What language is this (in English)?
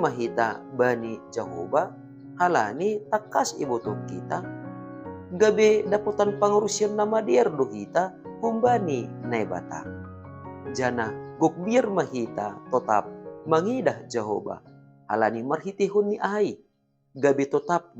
Batak Simalungun